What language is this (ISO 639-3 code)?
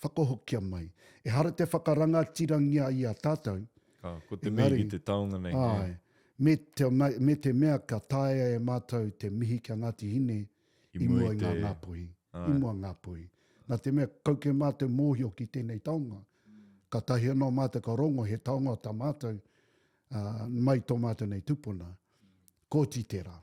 mri